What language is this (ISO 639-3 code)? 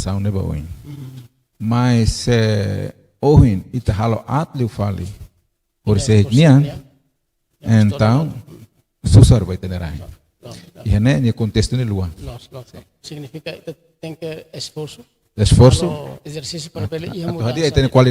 tet